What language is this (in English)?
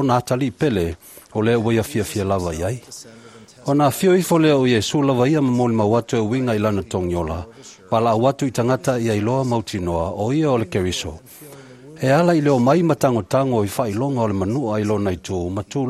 Samoan